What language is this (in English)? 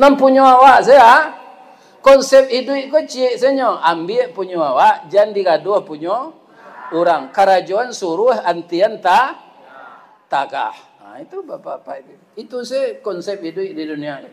Minangkabau